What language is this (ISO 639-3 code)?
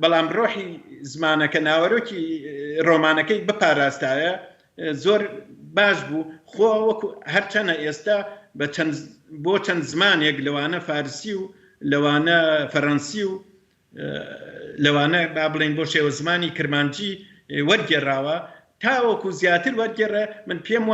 ckb